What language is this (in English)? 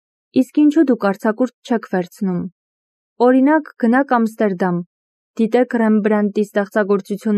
Armenian